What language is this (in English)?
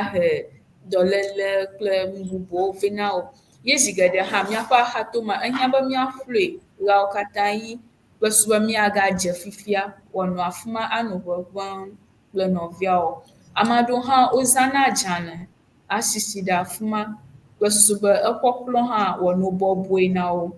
Ewe